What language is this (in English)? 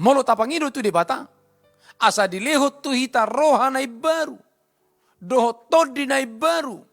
Batak Toba